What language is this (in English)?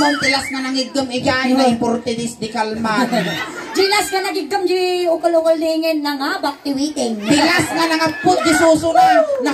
Iloko